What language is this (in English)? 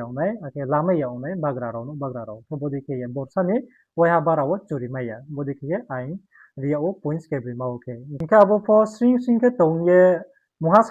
Riang (India)